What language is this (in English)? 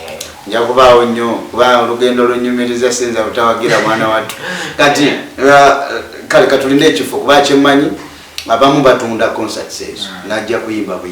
Ganda